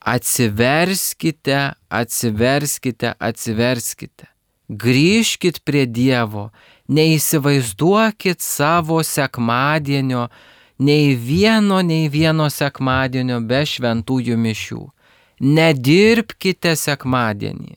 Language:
Lithuanian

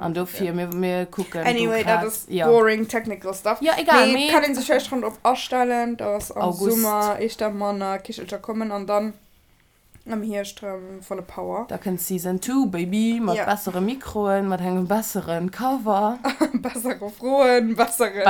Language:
Luxembourgish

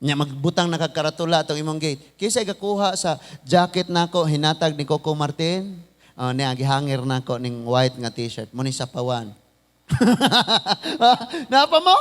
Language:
Cebuano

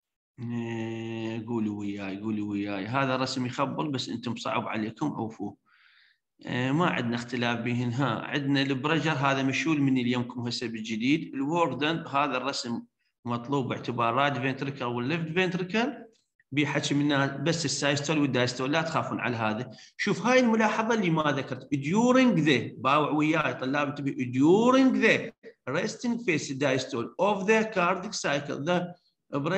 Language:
Mesopotamian Arabic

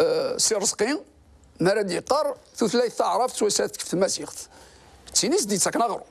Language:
Kabyle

